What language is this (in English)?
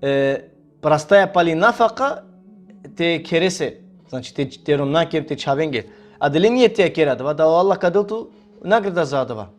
Balkan Romani